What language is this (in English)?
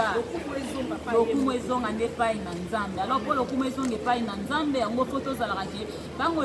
Lingala